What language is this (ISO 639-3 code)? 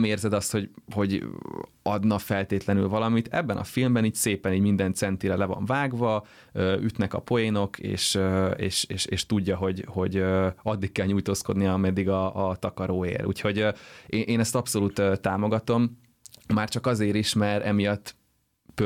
hun